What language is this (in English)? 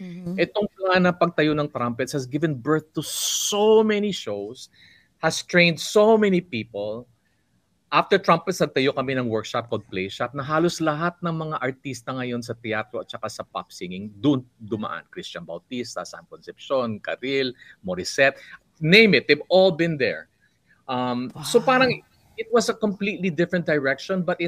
Filipino